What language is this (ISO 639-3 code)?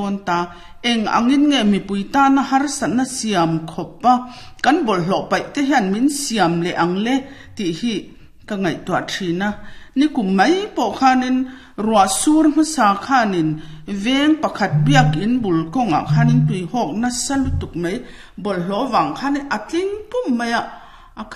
lus